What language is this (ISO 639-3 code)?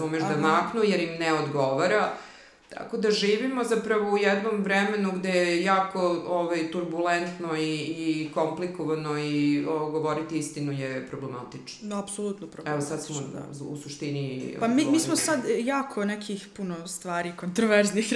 srp